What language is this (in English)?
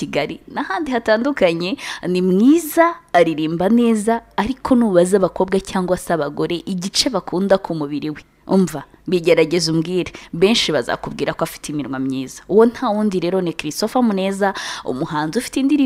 Kinyarwanda